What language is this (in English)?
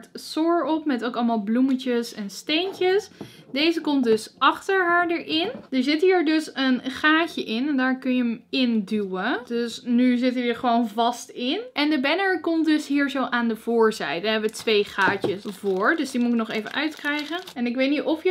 Dutch